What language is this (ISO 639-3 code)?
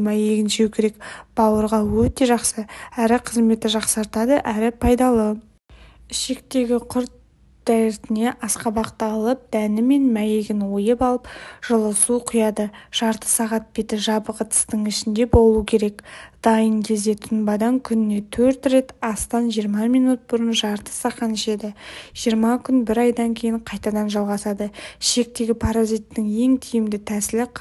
kaz